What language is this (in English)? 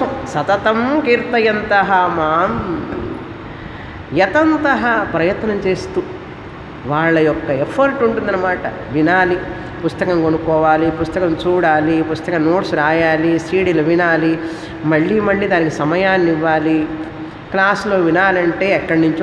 Telugu